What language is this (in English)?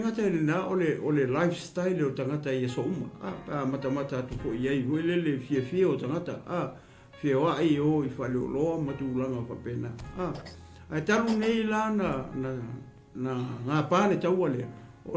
Samoan